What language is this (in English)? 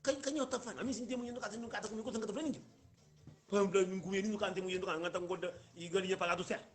Kabuverdianu